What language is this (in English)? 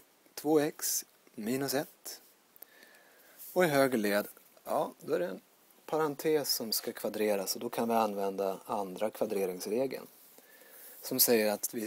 Swedish